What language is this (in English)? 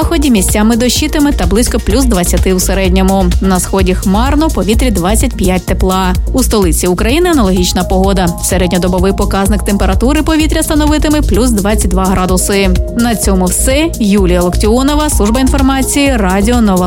Ukrainian